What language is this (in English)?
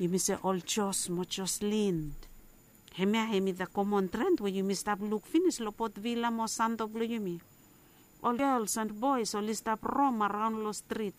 Bislama